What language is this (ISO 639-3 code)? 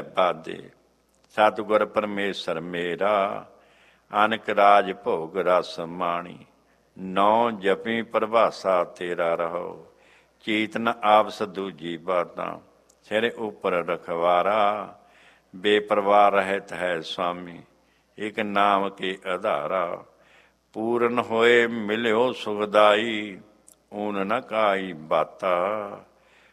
pan